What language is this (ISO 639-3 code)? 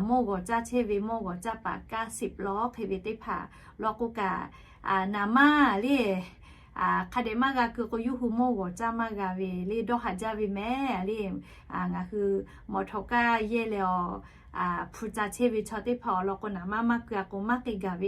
lhu